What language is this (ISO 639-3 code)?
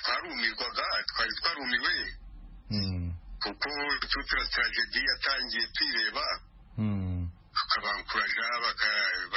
kin